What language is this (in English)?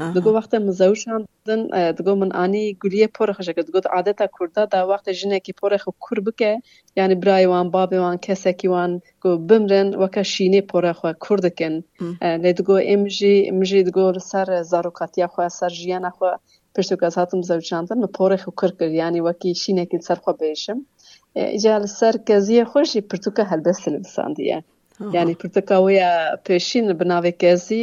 Kurdish